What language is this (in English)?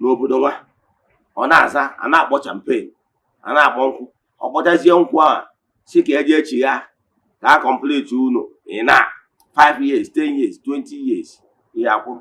Igbo